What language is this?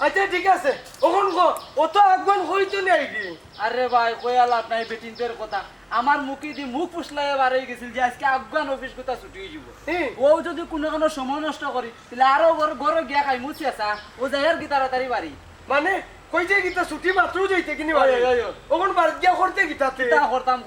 Sylheti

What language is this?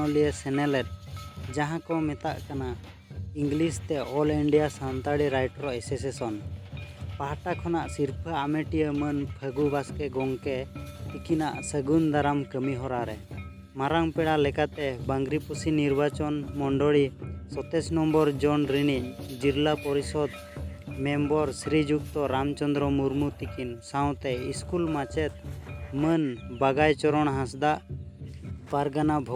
Santali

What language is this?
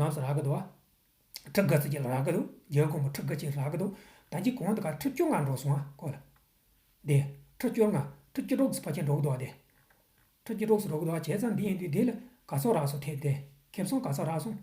Tibetan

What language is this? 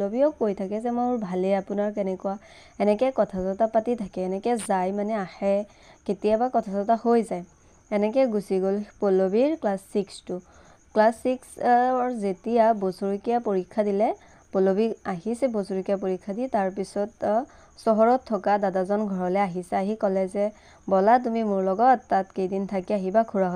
Assamese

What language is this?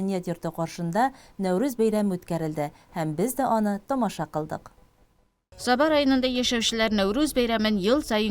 Tatar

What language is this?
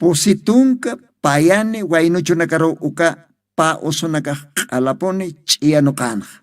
Aymara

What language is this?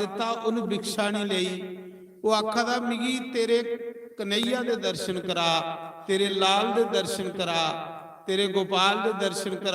Dogri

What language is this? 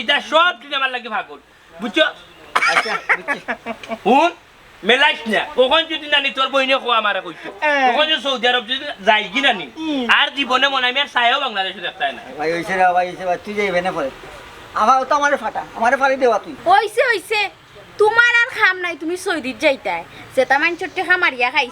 Sylheti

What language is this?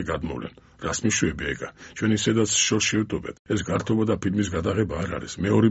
Georgian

